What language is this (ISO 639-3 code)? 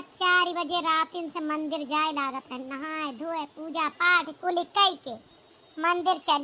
awa